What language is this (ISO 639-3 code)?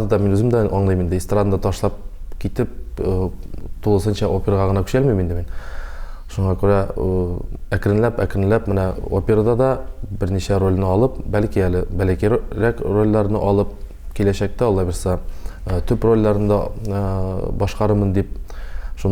tat